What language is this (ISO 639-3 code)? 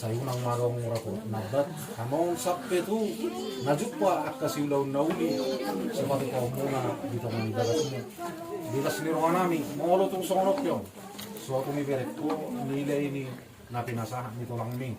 bbc